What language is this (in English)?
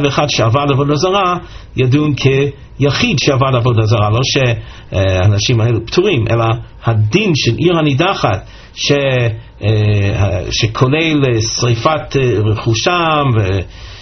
Hebrew